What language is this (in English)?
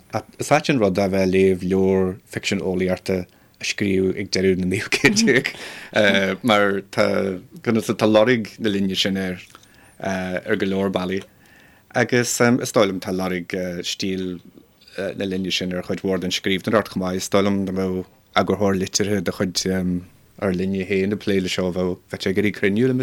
Irish